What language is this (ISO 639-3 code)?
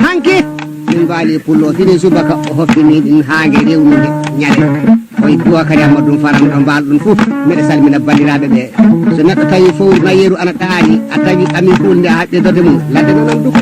ful